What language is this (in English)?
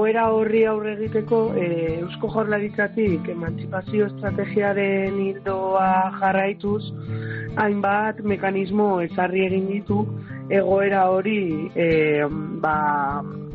Basque